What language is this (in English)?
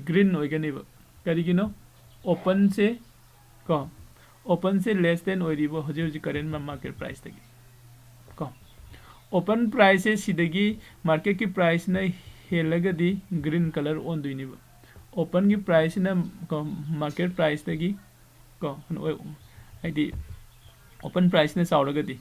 Manipuri